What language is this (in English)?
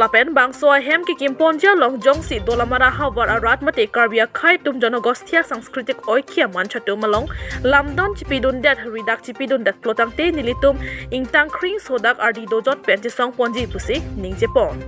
Karbi